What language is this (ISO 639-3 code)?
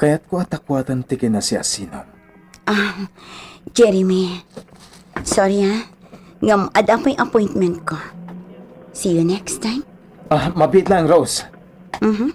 ilo